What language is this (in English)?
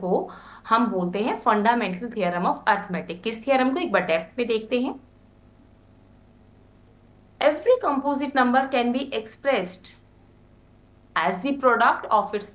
Hindi